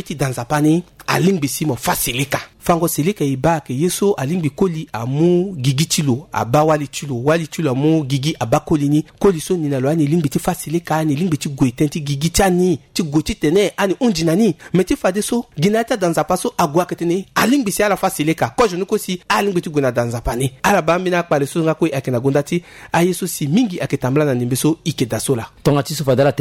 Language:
Sango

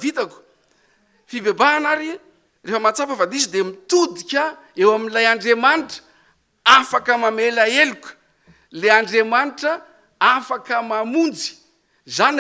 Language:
Malagasy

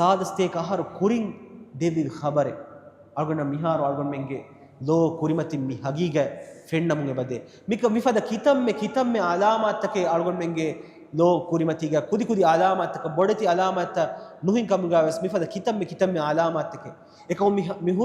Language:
Divehi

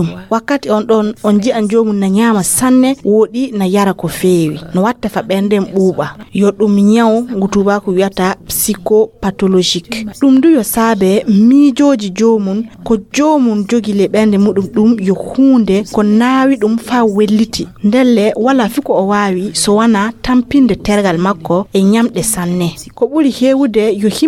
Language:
Fula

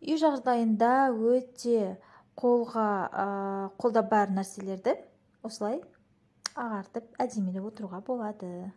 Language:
Kazakh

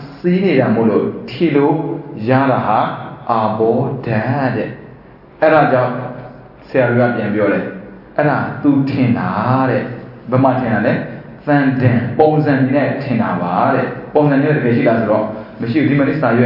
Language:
Burmese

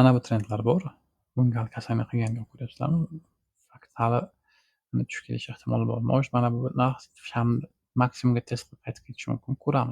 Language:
Uzbek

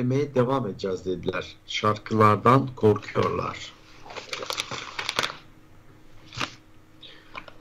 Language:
Turkish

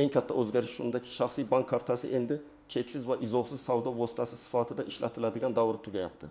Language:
Uzbek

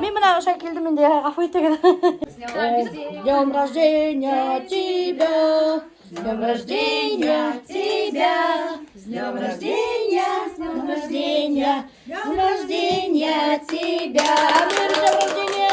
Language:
Bashkir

